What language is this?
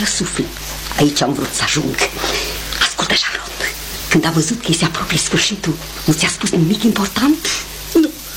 Romanian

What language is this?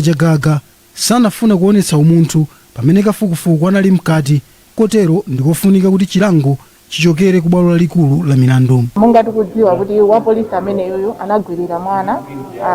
Nyanja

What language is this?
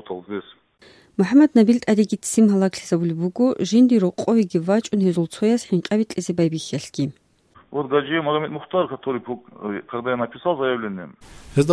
Avaric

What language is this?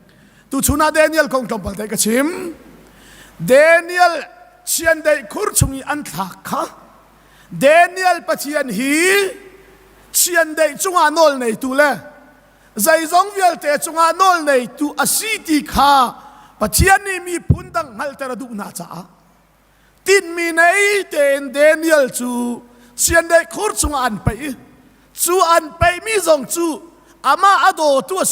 Hakha Chin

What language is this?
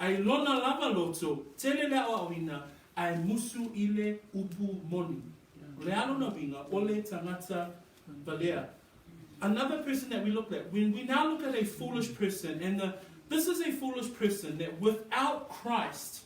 Samoan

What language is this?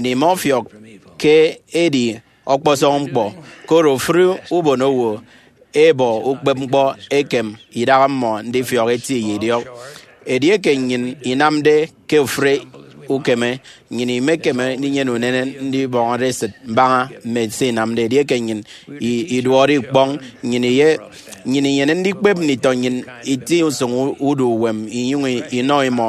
Efik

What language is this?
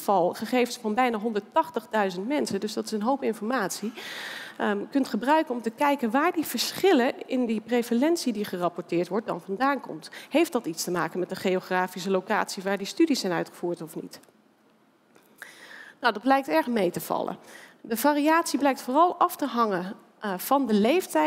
Dutch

